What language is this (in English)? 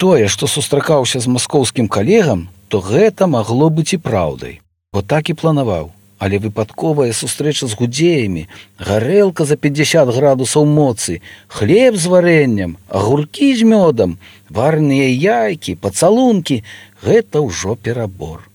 Belarusian